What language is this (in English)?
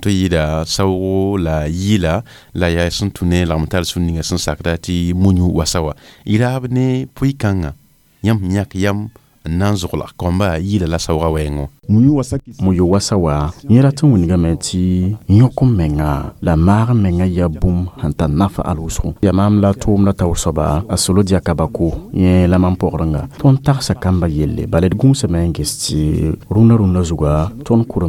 Mossi